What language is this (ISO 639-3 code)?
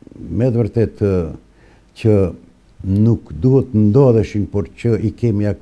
sqi